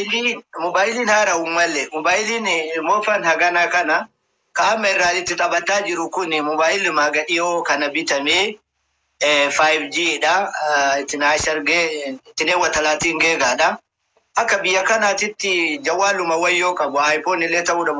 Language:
Oromo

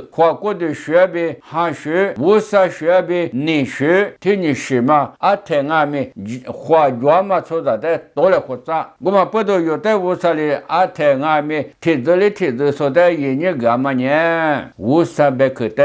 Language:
Lisu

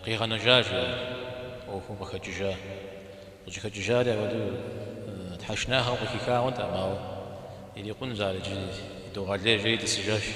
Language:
Kabardian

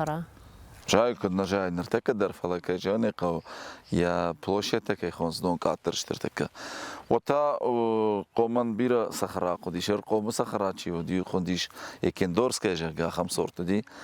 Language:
Ossetic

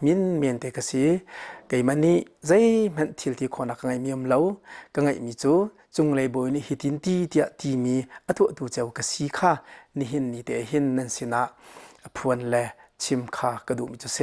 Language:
Hakha Chin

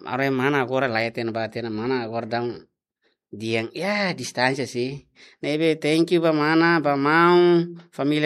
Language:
Tetum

